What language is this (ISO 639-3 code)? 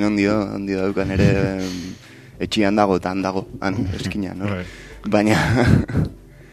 eus